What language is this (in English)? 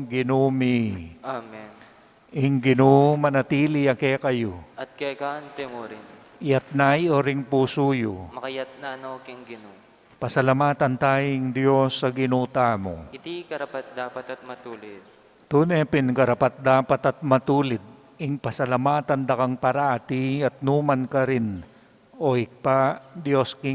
Pampanga